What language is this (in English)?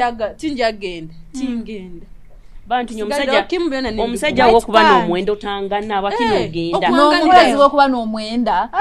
Nyoro